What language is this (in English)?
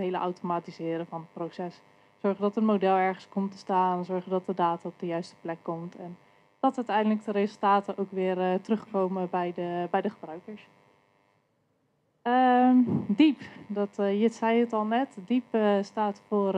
Dutch